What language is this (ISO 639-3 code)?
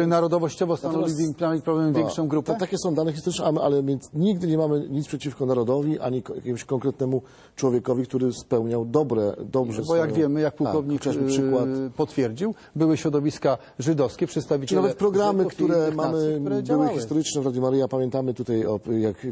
pol